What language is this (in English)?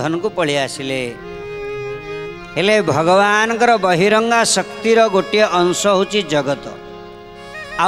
Odia